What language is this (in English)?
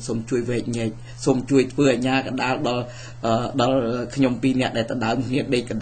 Khmer